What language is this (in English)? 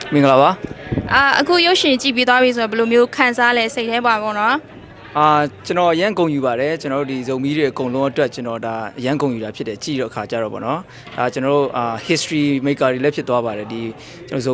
Tedim Chin